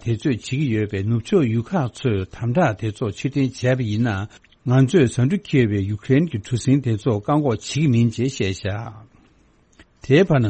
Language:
Tibetan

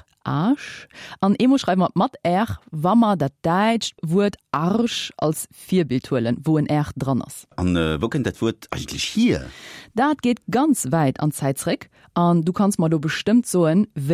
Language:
Luxembourgish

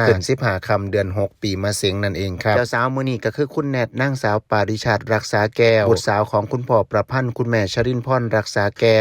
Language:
Northeastern Thai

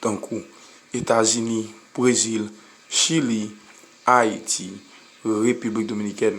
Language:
Haitian Creole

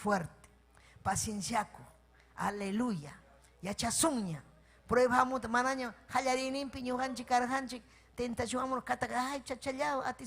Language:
Ayacucho Quechua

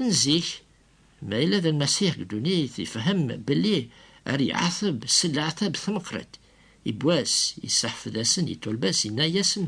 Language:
Kabyle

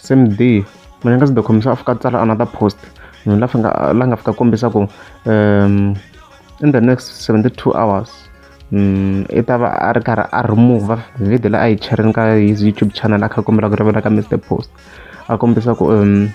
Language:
Tsonga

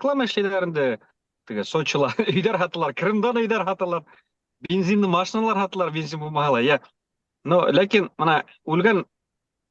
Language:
Bashkir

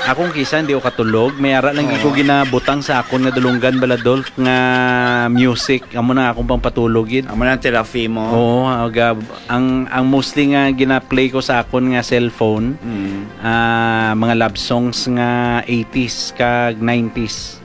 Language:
Hiligaynon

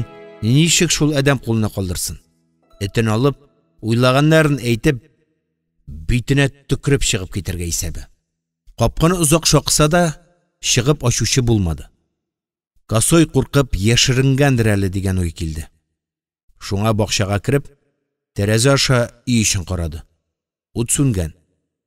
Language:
Tatar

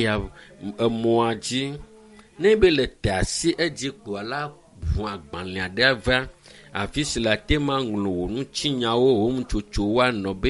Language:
Ewe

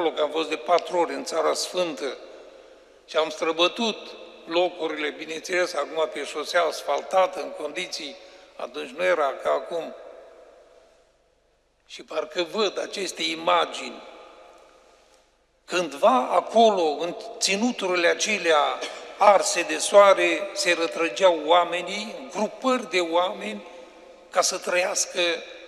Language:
Romanian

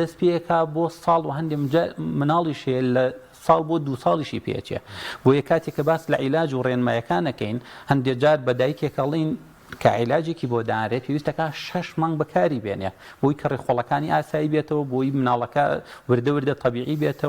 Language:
Central Kurdish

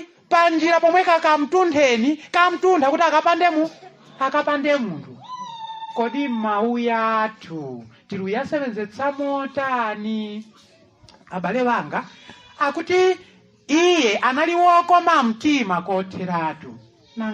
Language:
Nyanja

